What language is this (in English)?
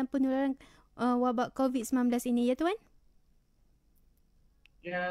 Malay